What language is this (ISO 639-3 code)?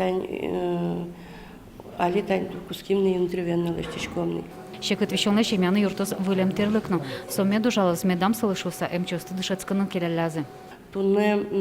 udm